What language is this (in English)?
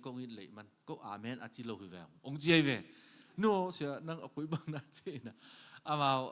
Tedim Chin